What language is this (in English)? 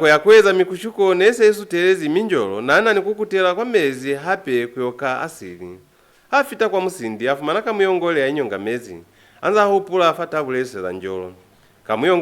Lozi